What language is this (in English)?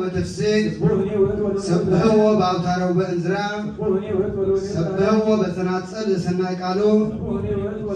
Geez